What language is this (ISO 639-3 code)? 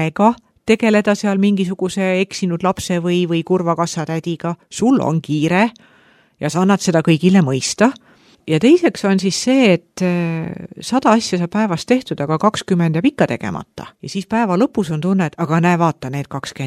est